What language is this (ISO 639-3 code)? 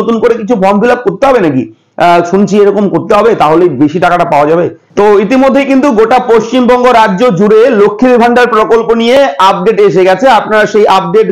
ben